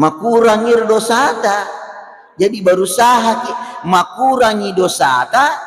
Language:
Buginese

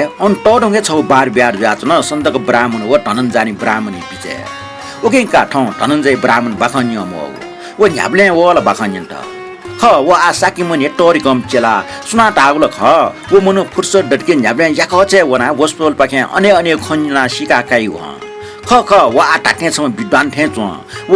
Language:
Newari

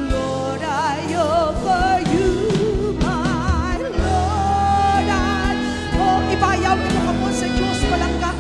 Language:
Hiligaynon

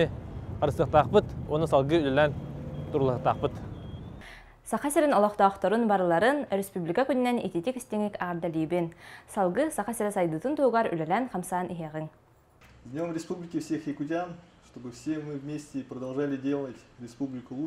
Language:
Yakut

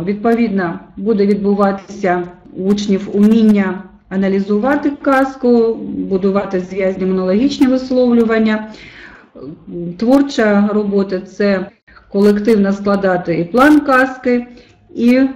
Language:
Ukrainian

